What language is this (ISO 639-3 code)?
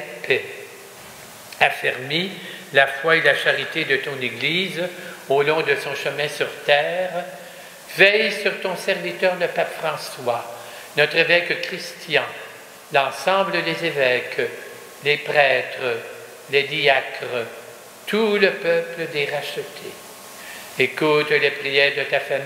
fra